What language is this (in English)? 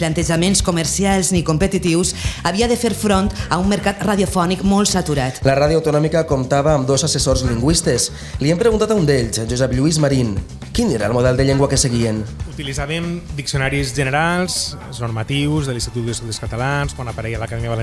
Catalan